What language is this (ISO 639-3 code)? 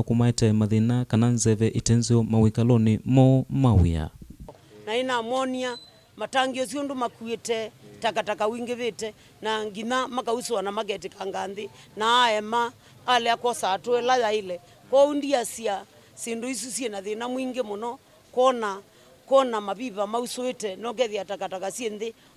kam